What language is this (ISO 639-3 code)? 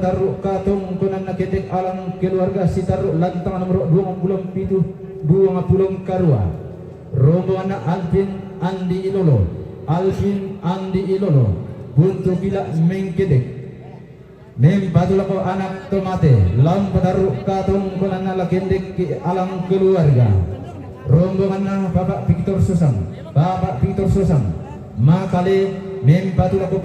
sda